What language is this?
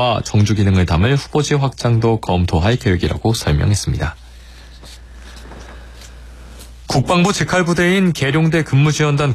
Korean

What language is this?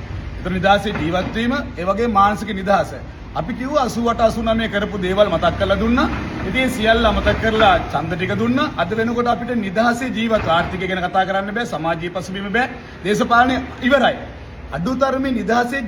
Sinhala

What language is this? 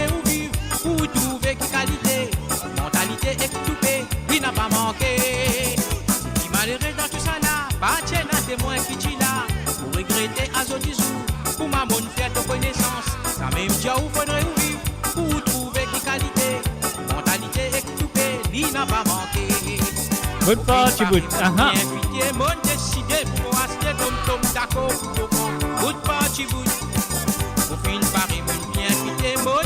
Morisyen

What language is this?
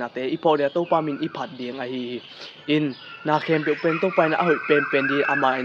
Tedim Chin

